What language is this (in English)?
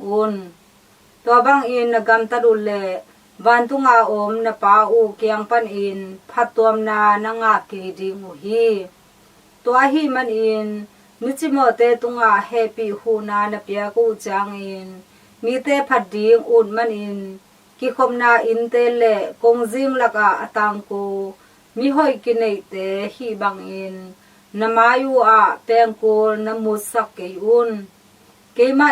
Tedim Chin